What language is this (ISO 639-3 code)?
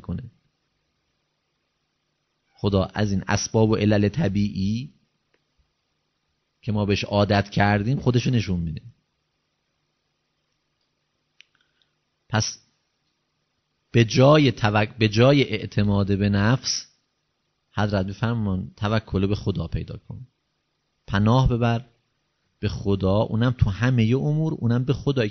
fas